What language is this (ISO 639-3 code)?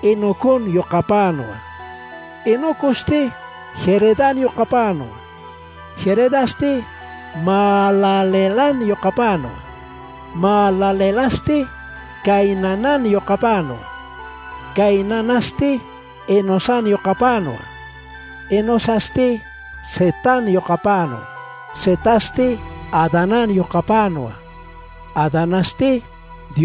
aym